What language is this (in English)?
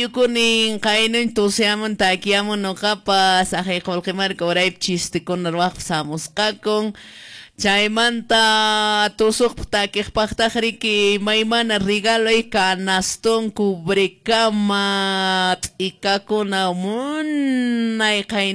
Quechua